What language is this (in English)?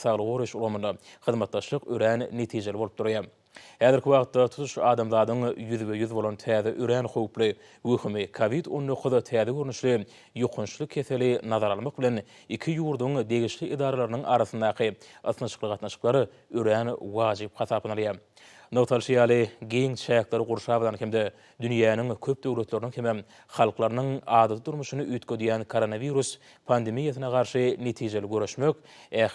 Turkmen